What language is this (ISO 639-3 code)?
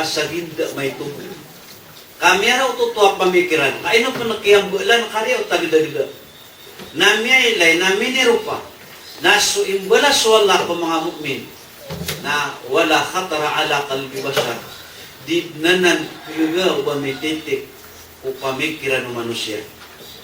mrw